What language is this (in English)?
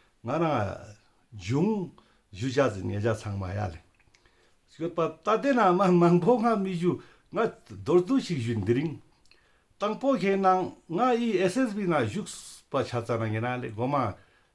Ladakhi